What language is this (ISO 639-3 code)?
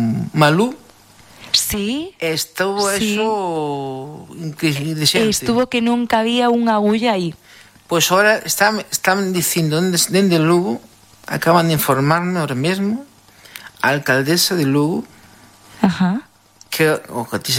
glg